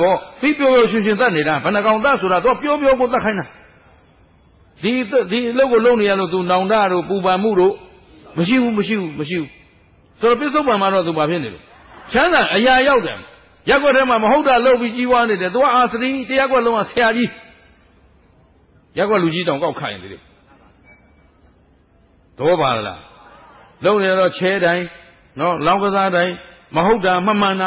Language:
Burmese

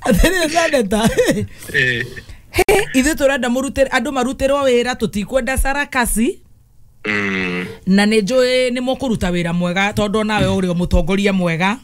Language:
Kikuyu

